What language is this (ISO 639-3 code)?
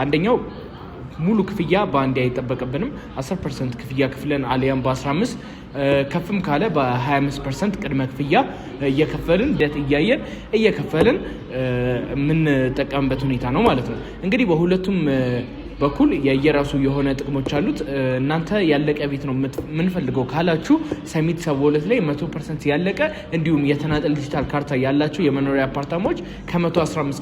amh